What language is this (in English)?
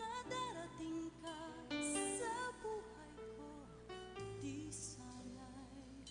Bikol